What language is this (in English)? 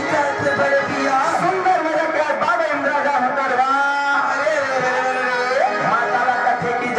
Chhattisgarhi